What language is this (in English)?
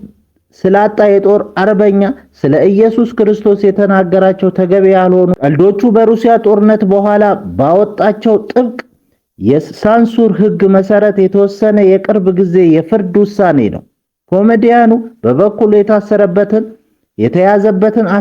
Amharic